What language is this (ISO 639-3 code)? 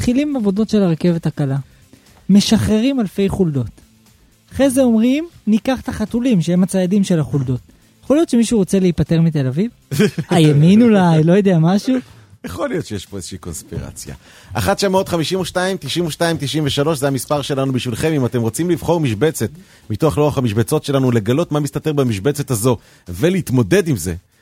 heb